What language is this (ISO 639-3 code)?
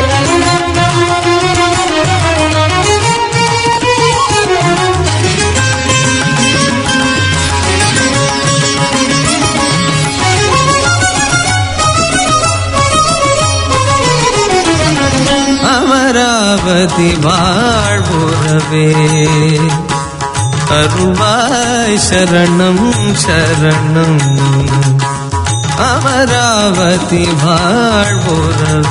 tam